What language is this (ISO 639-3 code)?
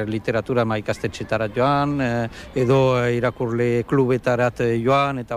eus